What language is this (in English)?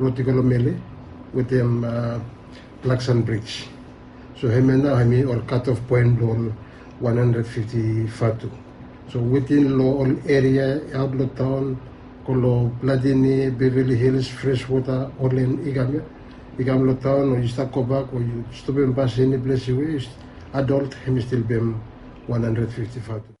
Bislama